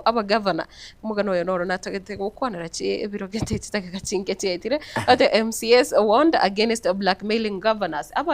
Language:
Gusii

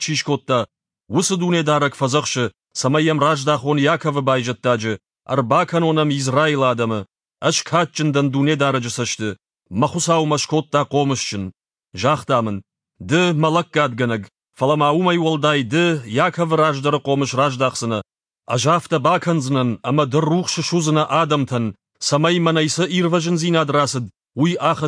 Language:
Ossetic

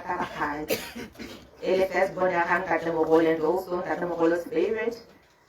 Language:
Tswana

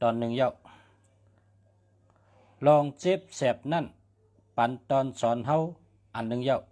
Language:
Shan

